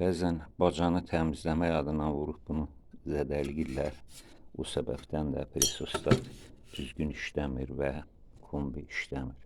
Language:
Azerbaijani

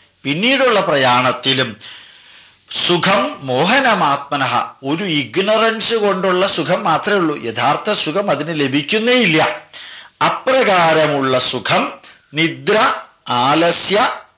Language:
Malayalam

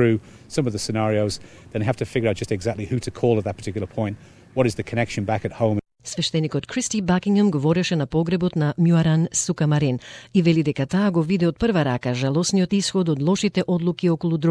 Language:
Macedonian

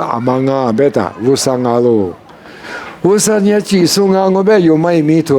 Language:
Lisu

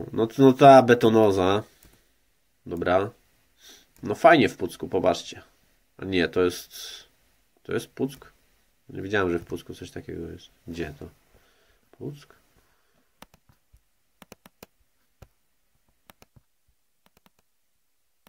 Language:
Polish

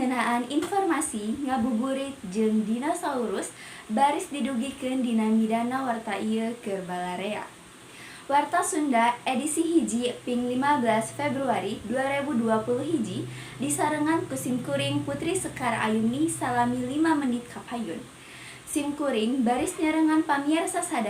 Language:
Sundanese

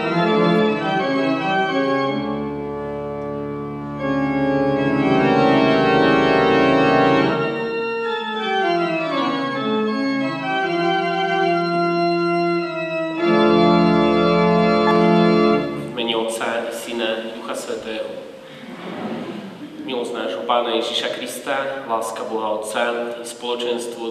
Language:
Slovak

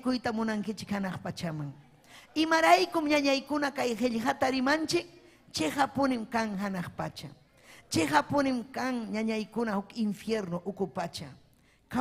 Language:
Ayacucho Quechua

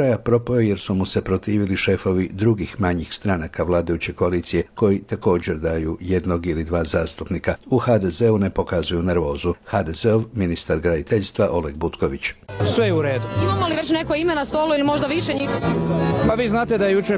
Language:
Croatian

